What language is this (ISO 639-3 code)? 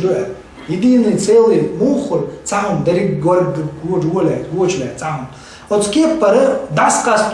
che